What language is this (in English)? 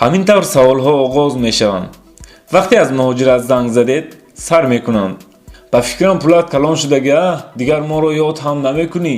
Tajik